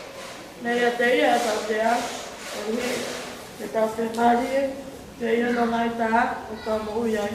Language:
Tongan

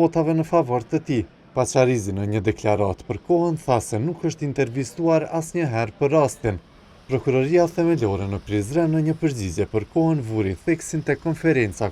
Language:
Albanian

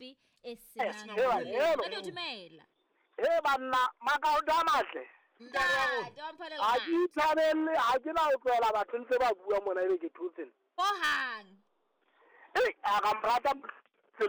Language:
Southern Sotho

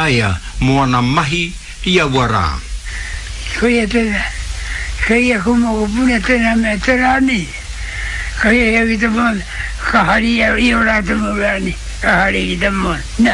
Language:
Māori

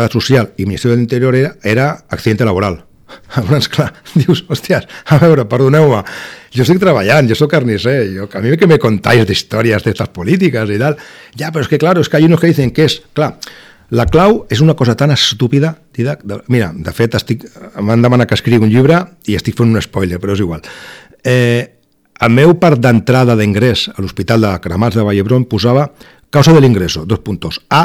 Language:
Catalan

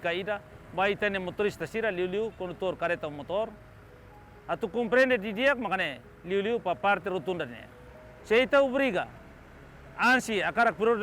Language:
Tetum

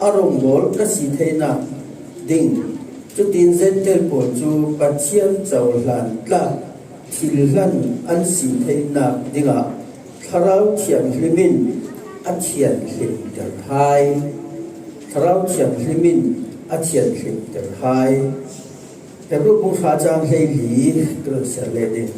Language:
Falam Chin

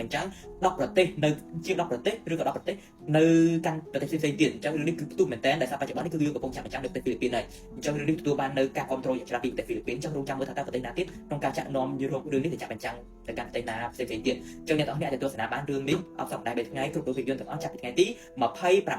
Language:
Khmer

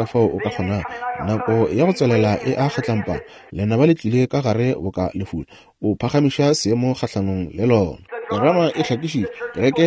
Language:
Northern Sotho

